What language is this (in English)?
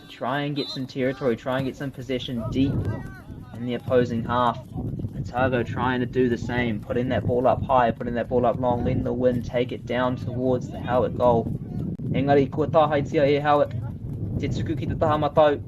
Māori